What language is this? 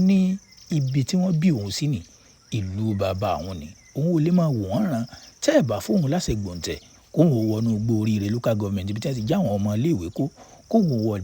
Yoruba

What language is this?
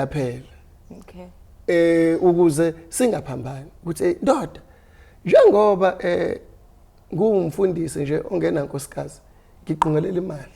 Zulu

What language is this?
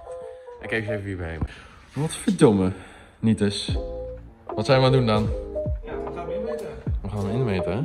Dutch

